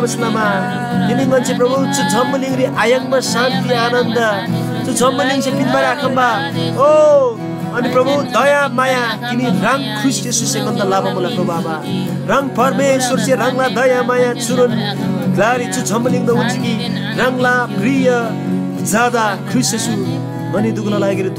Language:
Eastern Tamang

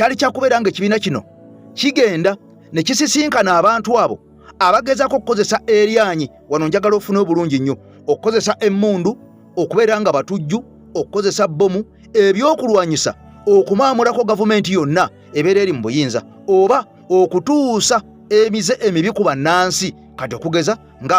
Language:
Ganda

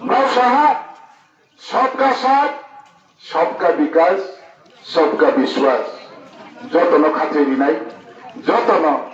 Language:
Riang (India)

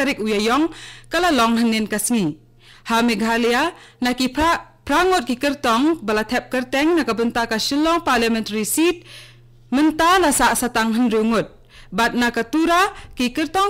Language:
Khasi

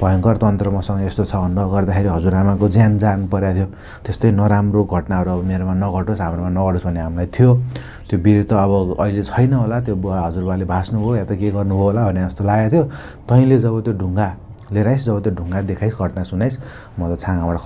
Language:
Nepali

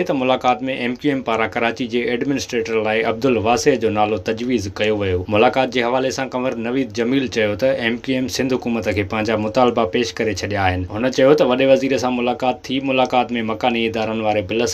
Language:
Sindhi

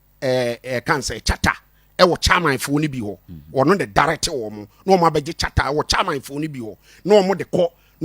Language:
Akan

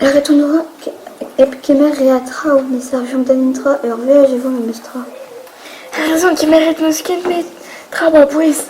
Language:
Breton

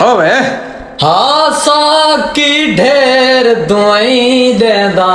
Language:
Saraiki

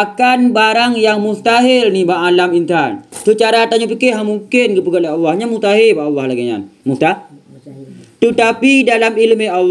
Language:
Achinese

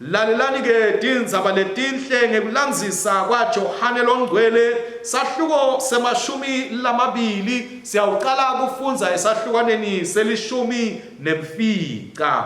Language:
Swati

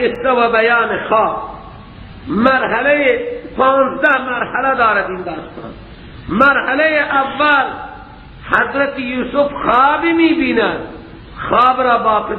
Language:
Persian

